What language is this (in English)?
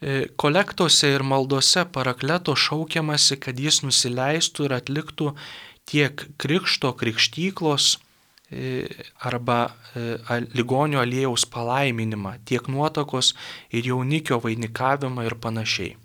Lithuanian